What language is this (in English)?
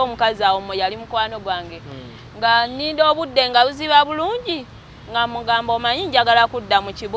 Ganda